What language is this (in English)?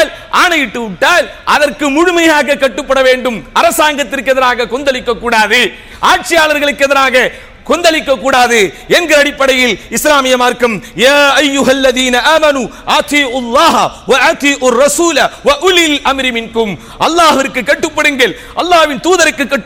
Tamil